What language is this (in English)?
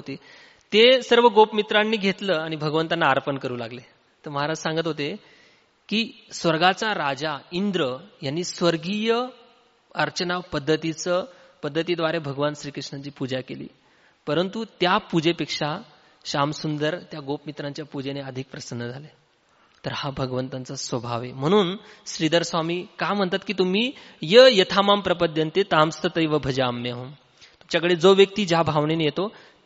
Marathi